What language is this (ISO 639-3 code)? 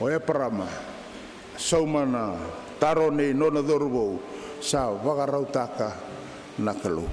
fij